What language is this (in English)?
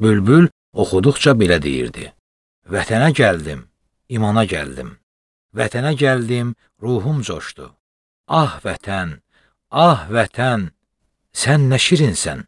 Azerbaijani